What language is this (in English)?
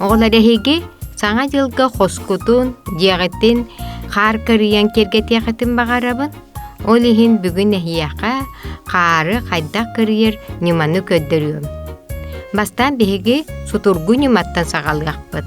Yakut